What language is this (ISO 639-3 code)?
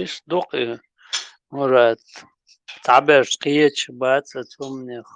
che